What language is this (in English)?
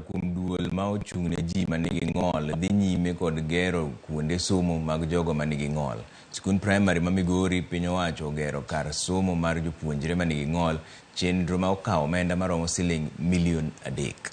Luo (Kenya and Tanzania)